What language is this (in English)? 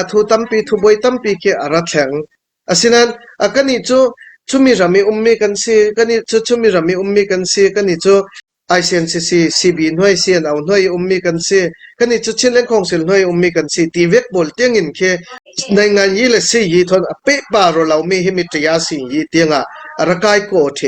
Falam Chin